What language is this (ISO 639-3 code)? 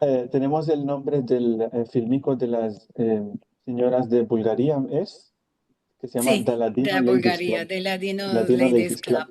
lad